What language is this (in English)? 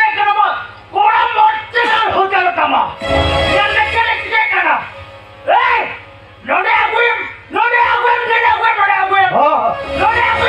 Santali